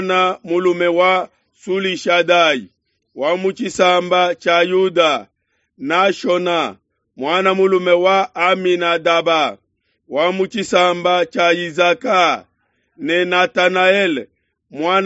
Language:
Luba-Lulua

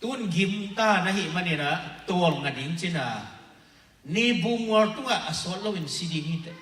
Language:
Tedim Chin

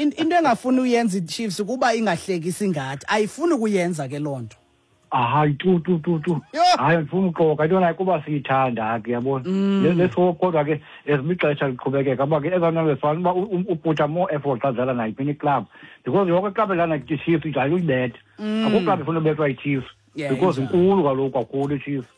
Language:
Xhosa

